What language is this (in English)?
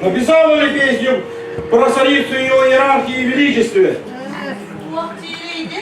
Yakut